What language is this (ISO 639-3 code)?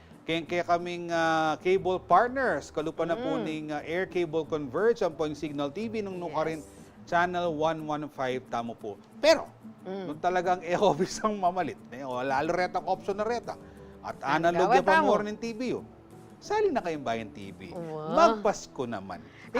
pam